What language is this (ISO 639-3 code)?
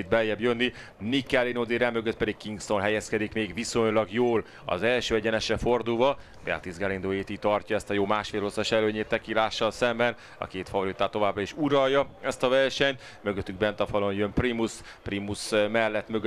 hun